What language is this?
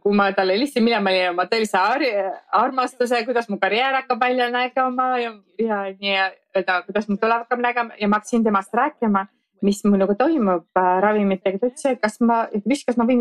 Estonian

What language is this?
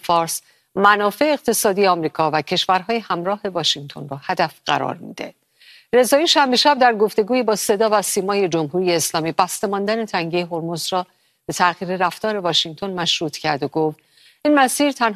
Persian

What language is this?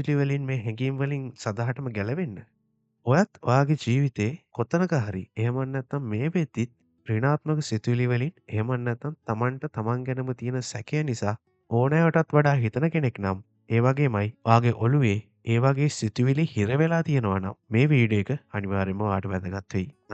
Sinhala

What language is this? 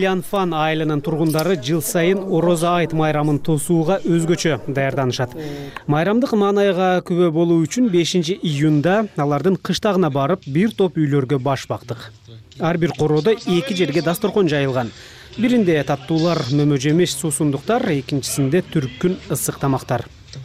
Kyrgyz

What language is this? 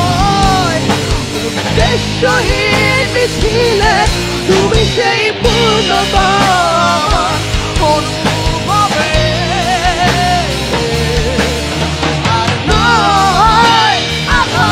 Bangla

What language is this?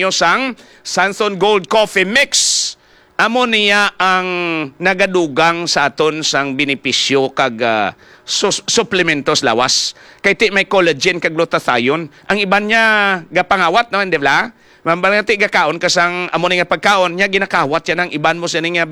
Hiligaynon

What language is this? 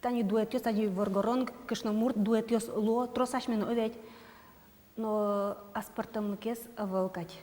Udmurt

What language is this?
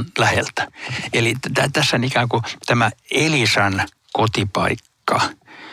Finnish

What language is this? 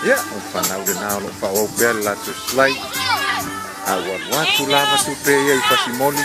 Samoan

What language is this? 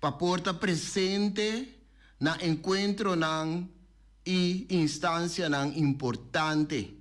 Papiamento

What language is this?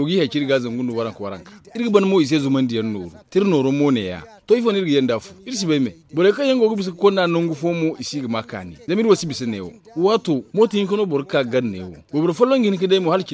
Zarma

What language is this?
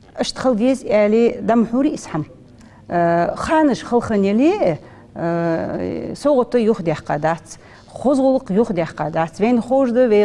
Ingush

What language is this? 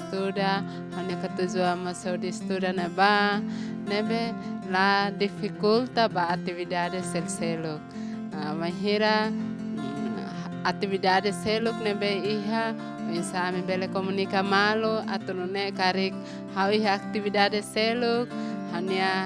Tetum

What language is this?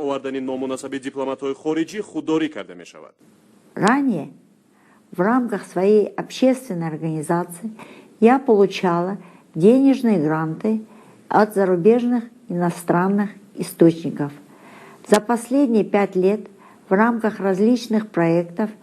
Tajik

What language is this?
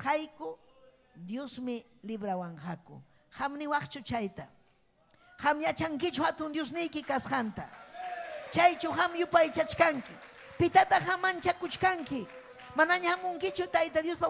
Ayacucho Quechua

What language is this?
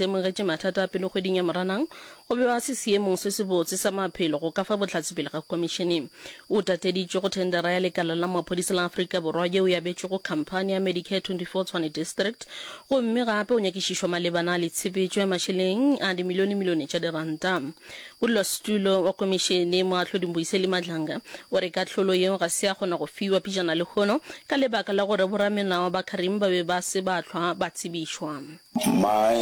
Northern Sotho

